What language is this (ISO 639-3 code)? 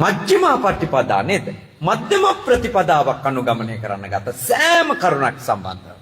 sin